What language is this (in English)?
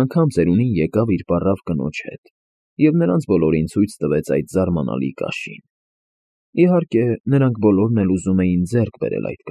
Armenian